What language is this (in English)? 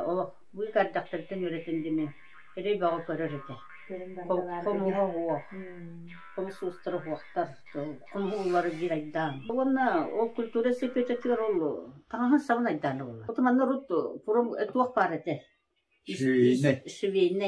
Yakut